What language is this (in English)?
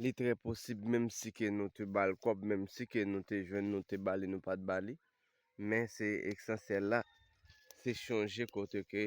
Haitian Creole